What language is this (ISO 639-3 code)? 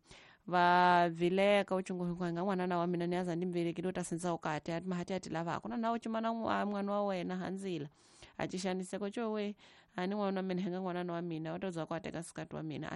tso